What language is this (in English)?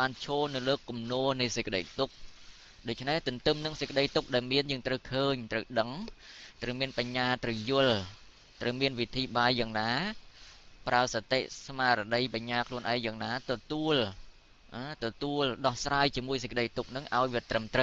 Khmer